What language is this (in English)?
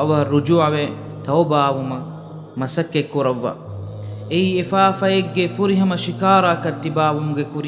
Divehi